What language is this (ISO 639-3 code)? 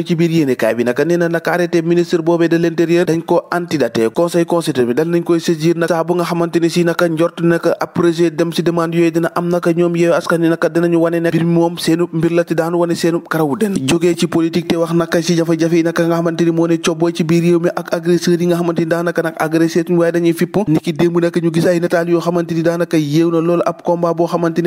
wol